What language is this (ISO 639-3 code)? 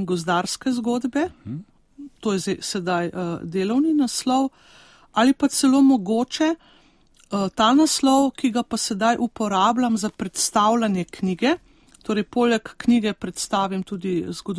slv